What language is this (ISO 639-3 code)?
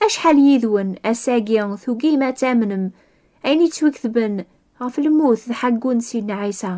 kab